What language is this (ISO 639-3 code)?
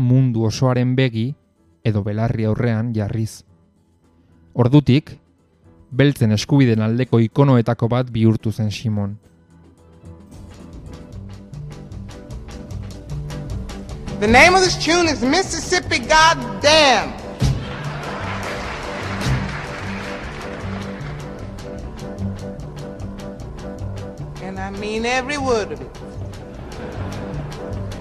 eus